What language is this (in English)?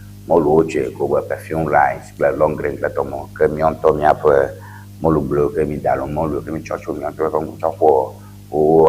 Ewe